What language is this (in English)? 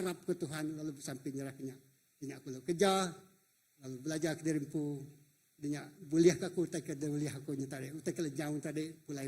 Iban